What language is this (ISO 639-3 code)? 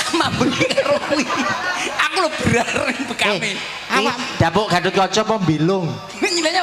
jav